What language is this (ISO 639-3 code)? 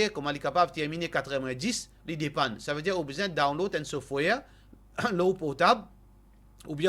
mfe